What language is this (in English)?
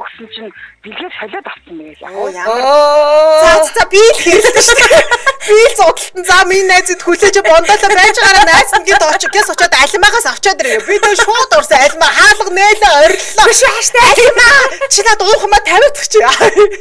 Mongolian